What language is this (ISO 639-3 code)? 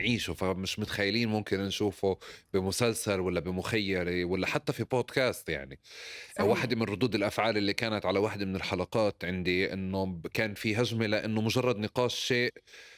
apc